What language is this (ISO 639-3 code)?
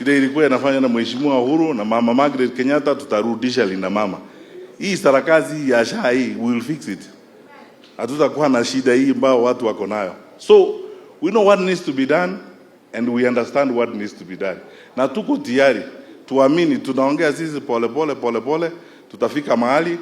swa